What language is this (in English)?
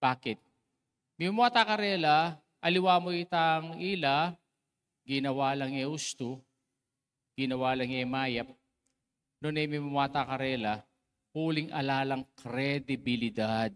Pampanga